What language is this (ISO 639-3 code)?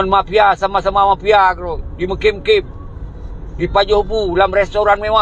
ace